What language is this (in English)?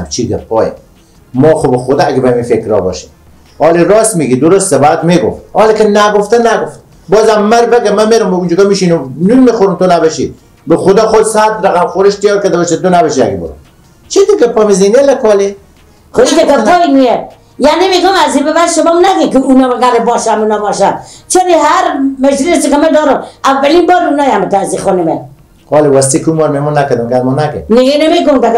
Persian